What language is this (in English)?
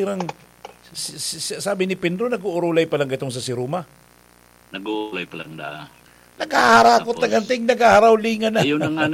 Bikol